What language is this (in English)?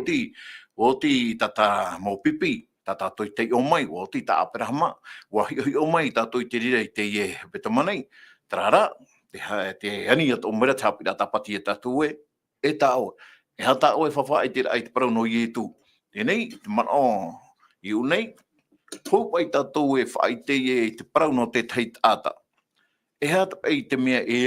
Tahitian